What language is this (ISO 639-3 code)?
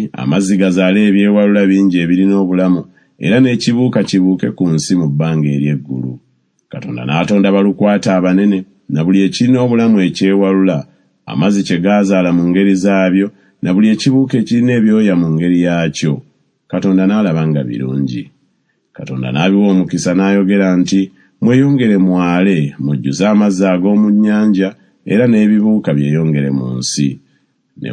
lug